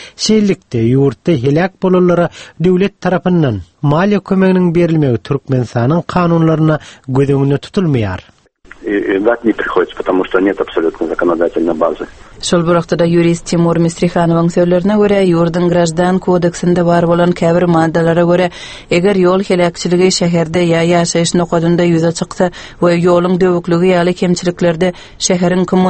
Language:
Turkmen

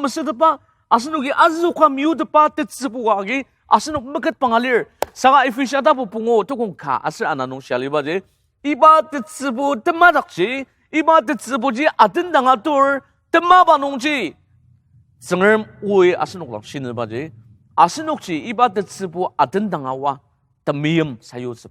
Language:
Ao Naga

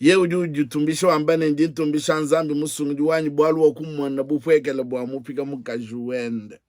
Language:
Luba-Lulua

